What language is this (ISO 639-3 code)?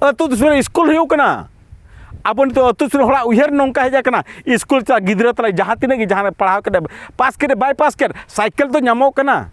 sat